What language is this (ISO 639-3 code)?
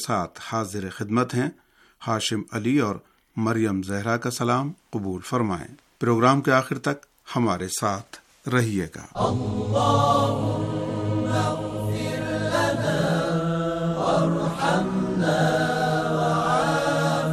urd